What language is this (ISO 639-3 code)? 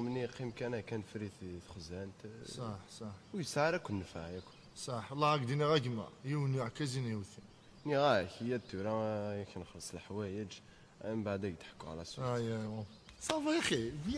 kab